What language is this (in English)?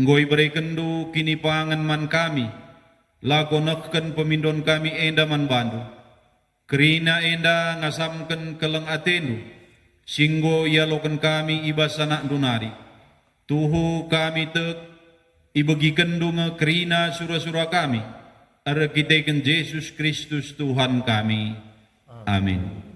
Batak Karo